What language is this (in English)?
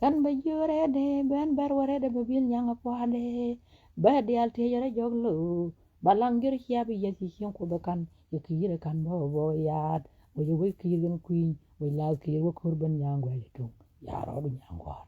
Nuer